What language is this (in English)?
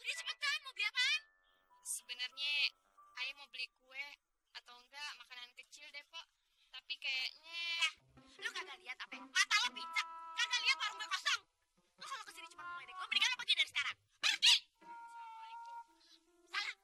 Betawi